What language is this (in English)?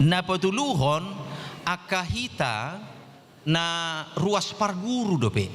Batak Toba